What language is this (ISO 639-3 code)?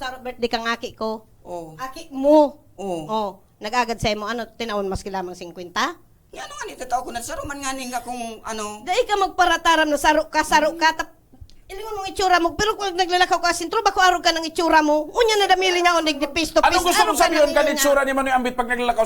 bik